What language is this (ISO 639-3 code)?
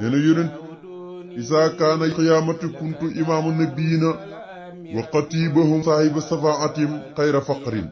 wol